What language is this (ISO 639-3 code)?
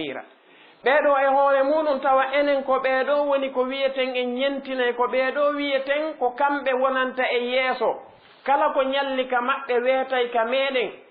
ful